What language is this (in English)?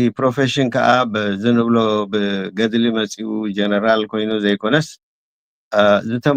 Tigrinya